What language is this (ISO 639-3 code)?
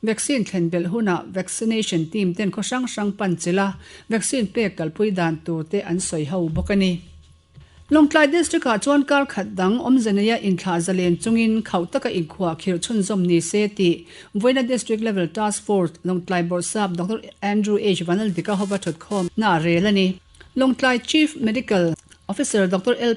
lus